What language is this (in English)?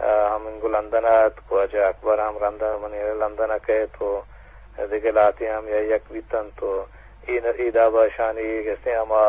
Eastern Balochi